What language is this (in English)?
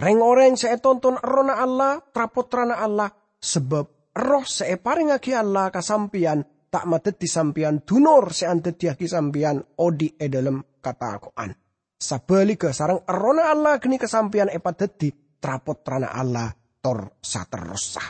Madurese